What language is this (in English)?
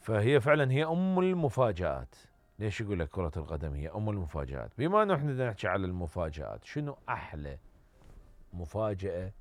Mesopotamian Arabic